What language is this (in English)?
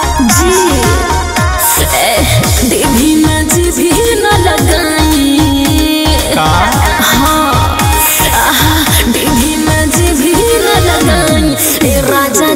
Bhojpuri